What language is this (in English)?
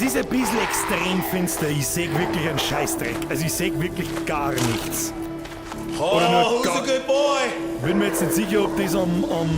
Bavarian